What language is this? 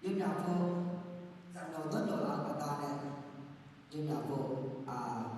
Akha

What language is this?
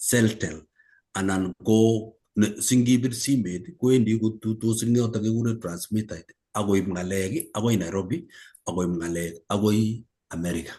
Kalenjin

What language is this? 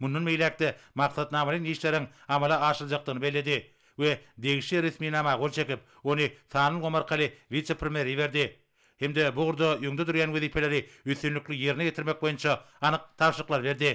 Turkmen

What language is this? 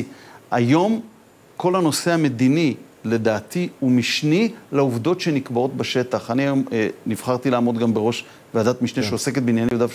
Hebrew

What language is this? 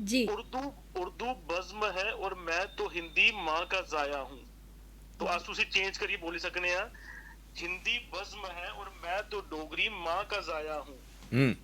Dogri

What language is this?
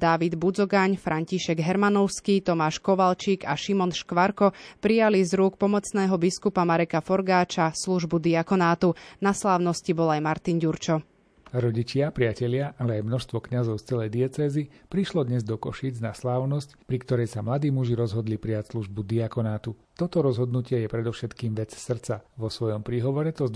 Slovak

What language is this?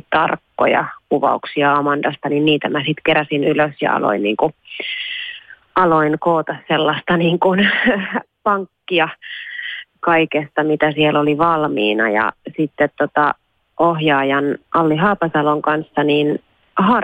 Finnish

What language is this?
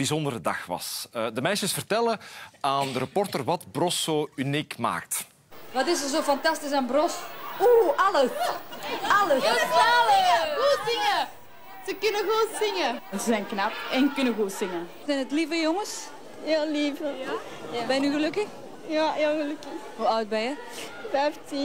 Dutch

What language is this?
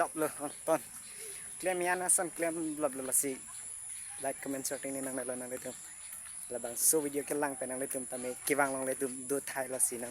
Karbi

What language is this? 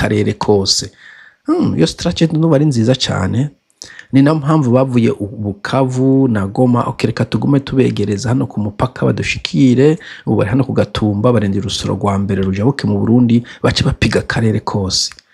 Rundi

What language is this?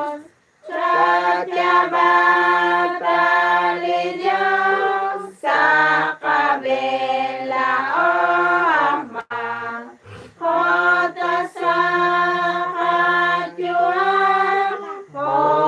Kekchí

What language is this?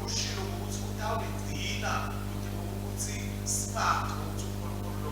Swati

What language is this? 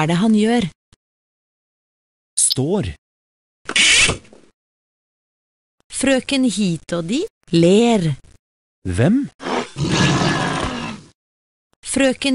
Norwegian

